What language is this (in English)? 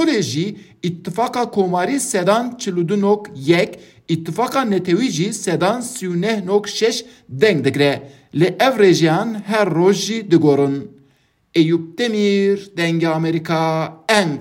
Kurdish